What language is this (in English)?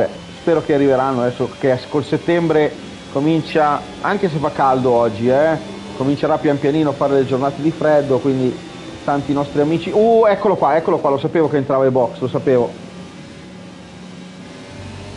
Italian